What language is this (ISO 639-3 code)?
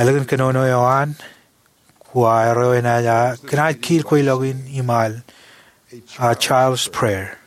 mah